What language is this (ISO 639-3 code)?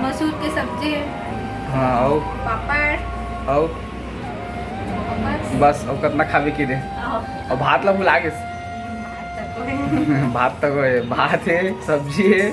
hne